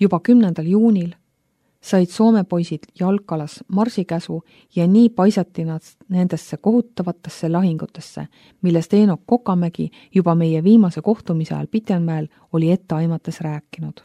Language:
Estonian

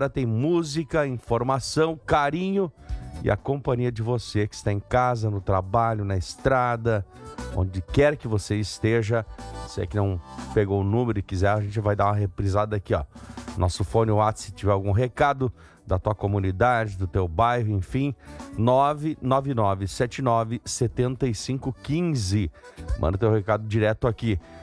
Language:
Portuguese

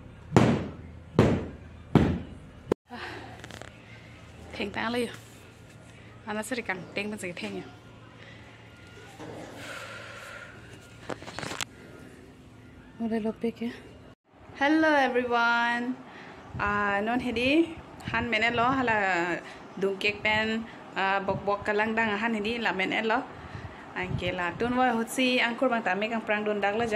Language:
Karbi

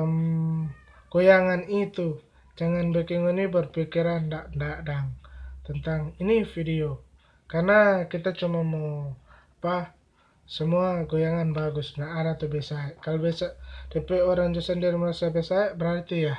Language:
Manado Malay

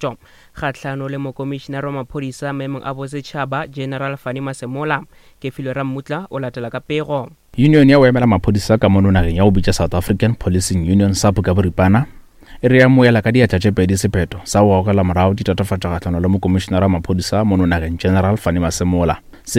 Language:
Northern Sotho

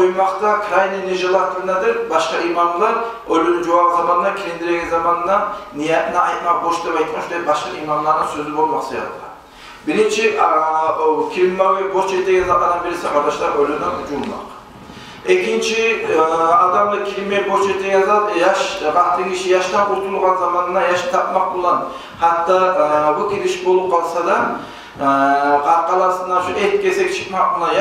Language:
Kumyk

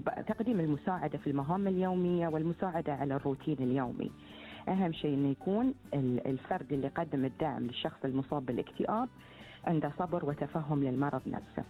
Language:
Gulf Arabic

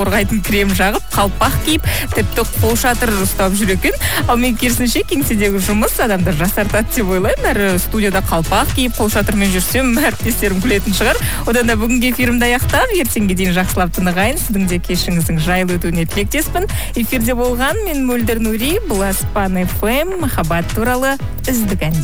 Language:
Kazakh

